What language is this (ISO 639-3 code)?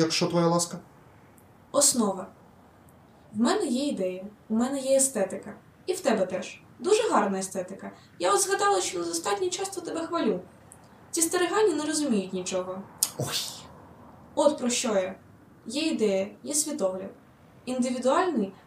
ukr